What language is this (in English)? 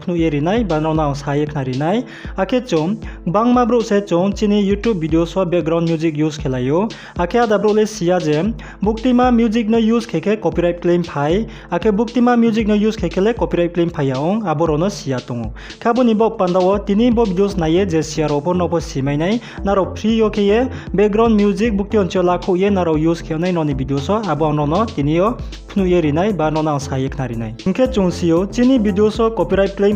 Riang (India)